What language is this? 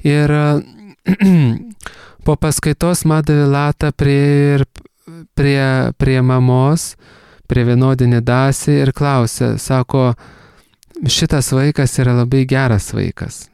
Lithuanian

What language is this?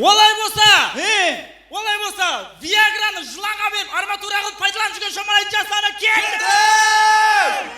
Kara-Kalpak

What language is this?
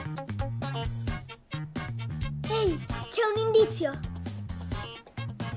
Italian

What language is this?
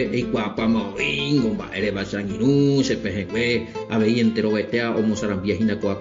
Guarani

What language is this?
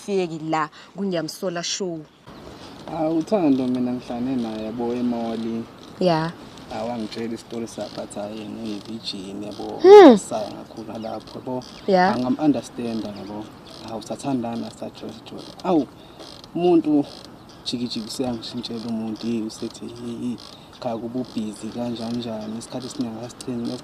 Zulu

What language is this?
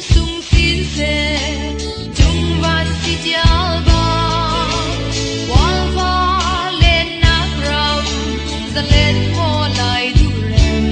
Falam Chin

